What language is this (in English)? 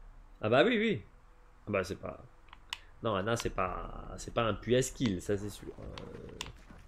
French